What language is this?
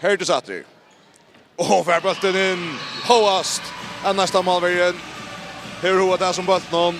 Faroese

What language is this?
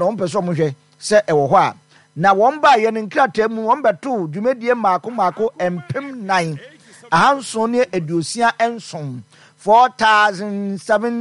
Akan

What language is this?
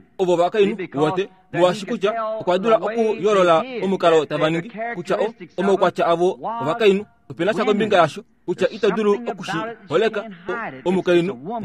Kuanyama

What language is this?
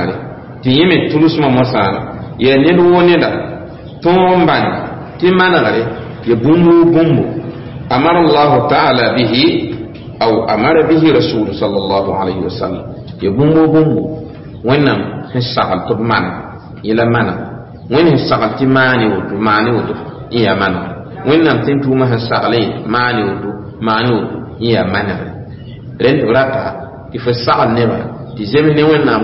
Mossi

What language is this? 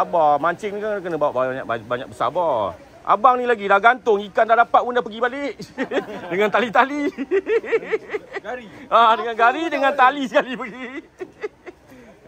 Malay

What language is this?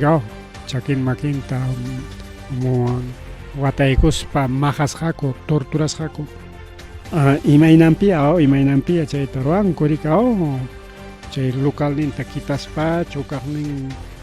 Ayacucho Quechua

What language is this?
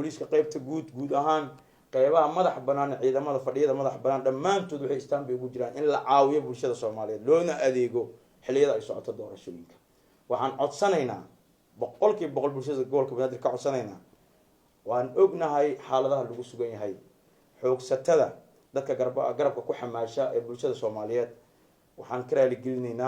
Somali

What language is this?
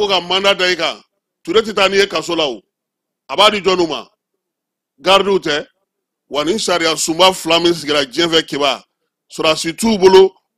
Bambara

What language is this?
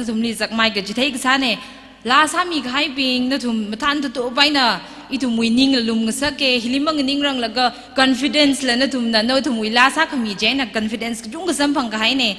Tangkhul Naga (India)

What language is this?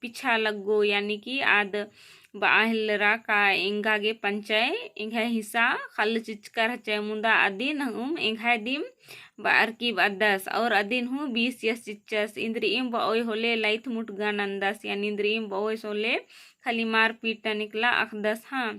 Kurukh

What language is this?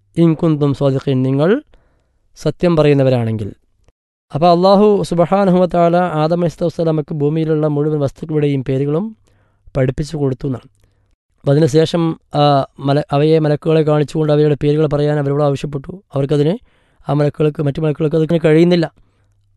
Malayalam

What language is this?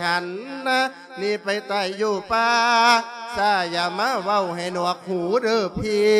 Lao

